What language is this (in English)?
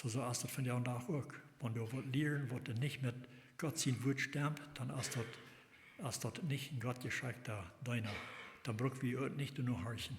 Plautdietsch